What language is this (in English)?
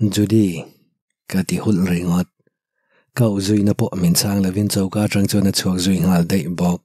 Mizo